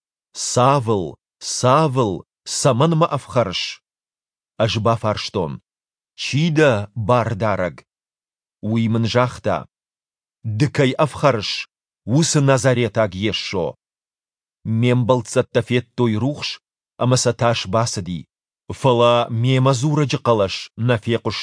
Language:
Ossetic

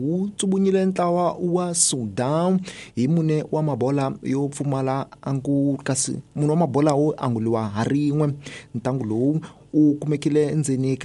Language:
Tsonga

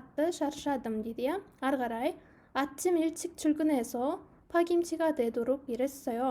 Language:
Kazakh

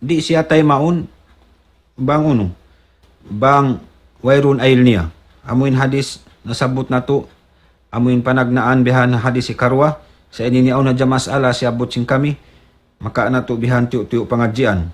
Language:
Tausug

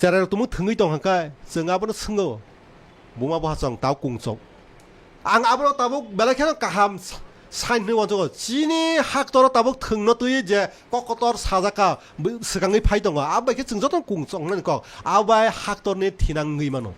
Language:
Kok Borok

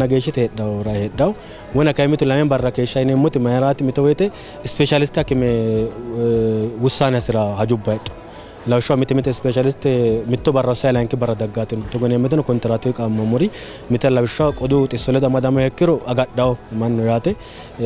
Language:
Sidamo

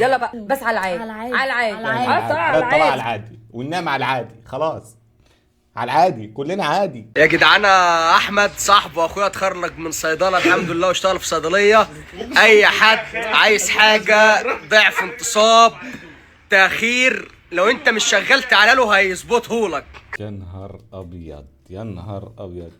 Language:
Egyptian Arabic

